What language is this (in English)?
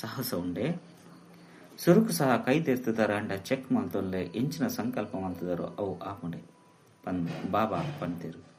Tulu